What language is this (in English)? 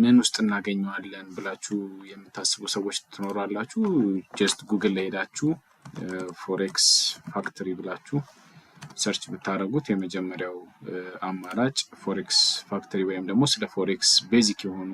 Amharic